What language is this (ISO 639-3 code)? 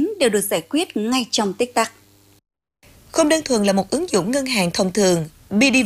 vie